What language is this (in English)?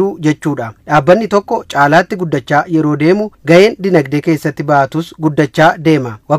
Oromo